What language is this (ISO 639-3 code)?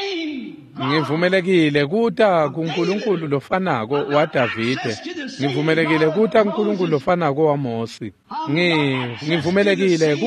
ssw